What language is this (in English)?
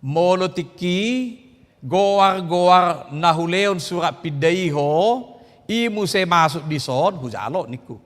Batak Toba